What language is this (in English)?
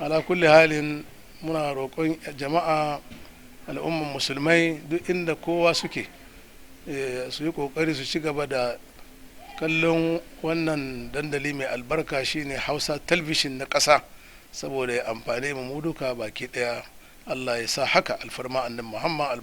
Hausa